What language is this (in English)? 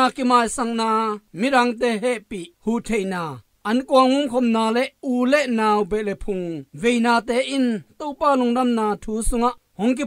Tedim Chin